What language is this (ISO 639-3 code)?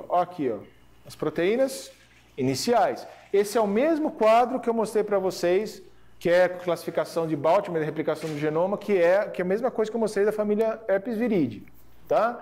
por